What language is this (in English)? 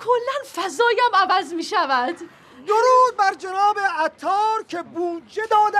Persian